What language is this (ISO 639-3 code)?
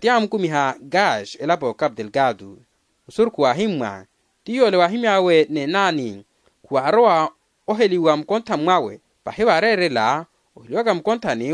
vmw